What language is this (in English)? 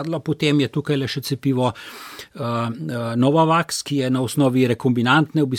Slovenian